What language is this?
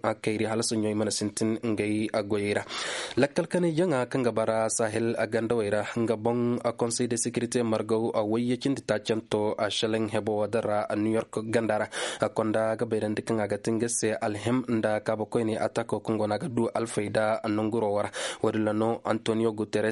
Koyraboro Senni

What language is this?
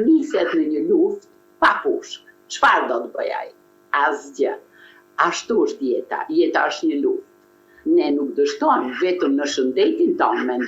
Albanian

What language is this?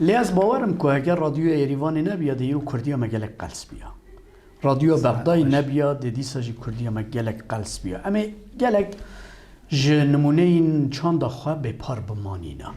Kurdish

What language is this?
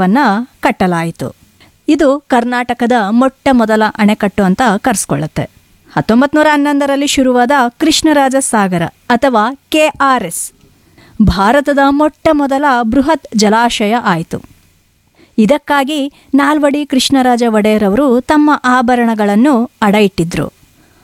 Kannada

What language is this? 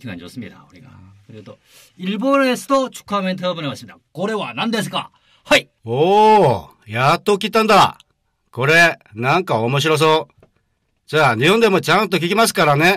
Korean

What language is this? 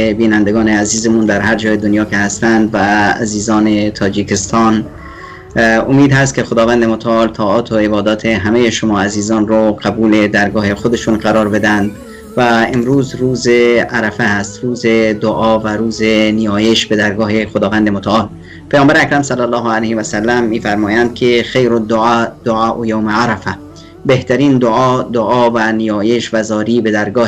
Persian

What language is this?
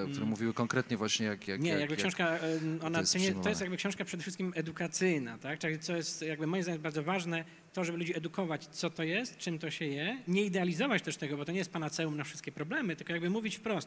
Polish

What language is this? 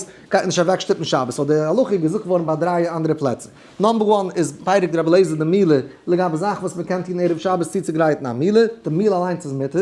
Yiddish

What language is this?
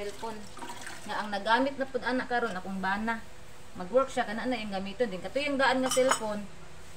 Cebuano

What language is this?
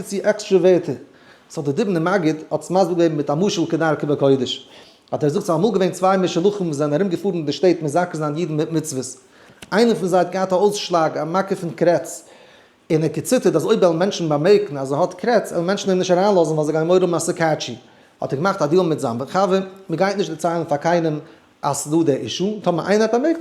Yiddish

